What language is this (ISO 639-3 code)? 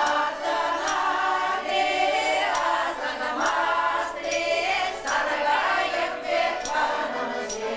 chv